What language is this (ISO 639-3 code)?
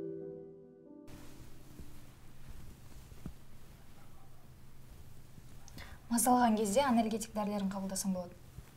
kaz